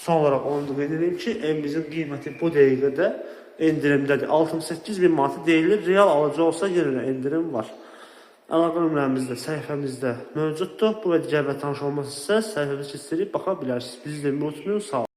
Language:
Azerbaijani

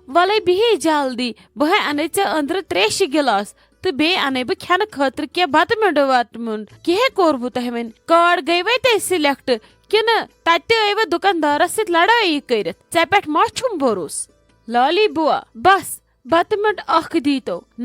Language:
Kashmiri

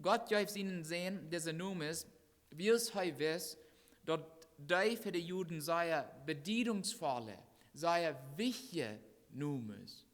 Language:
Plautdietsch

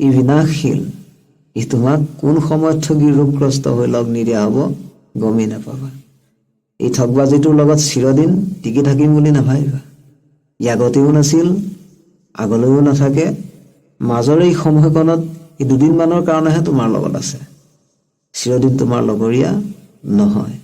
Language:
Assamese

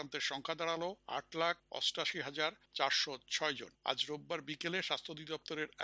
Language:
Bangla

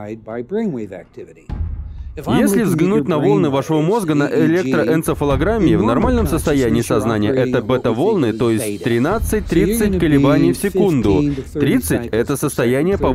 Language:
Russian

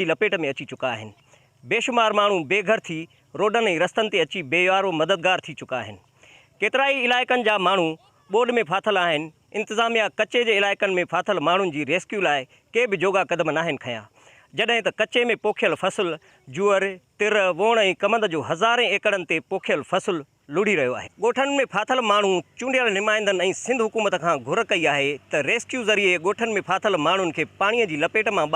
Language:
Sindhi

